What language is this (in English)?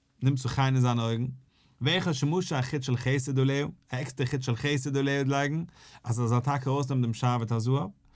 Yiddish